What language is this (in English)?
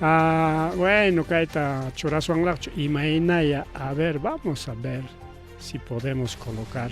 Ayacucho Quechua